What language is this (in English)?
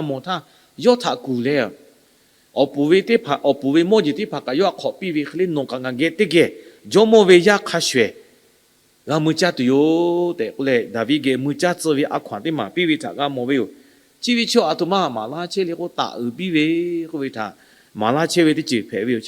Lahu